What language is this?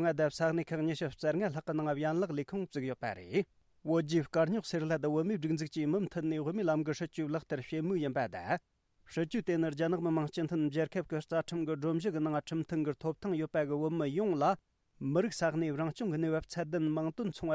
Tibetan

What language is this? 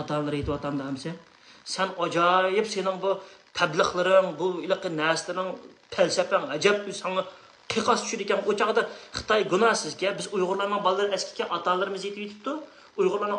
Uyghur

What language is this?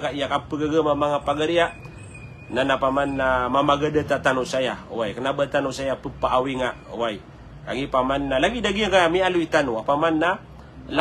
Maranao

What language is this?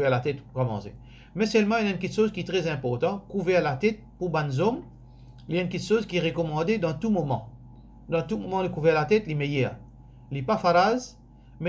Morisyen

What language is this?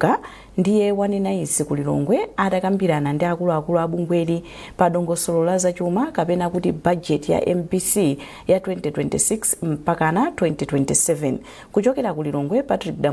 Nyanja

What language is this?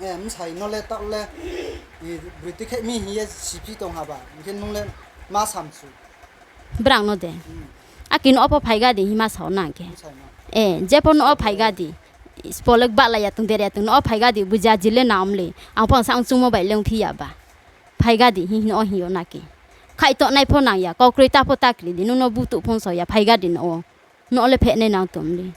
Riang (India)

